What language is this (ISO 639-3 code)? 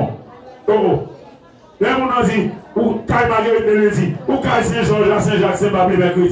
hat